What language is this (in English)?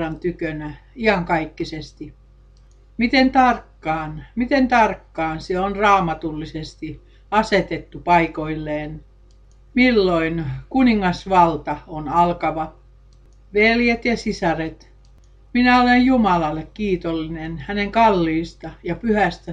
Finnish